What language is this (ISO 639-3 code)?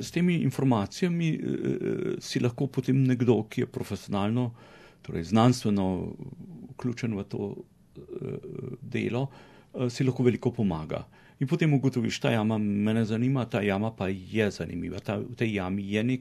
slv